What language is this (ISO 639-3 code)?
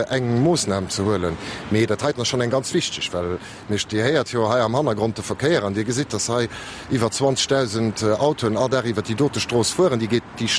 ltz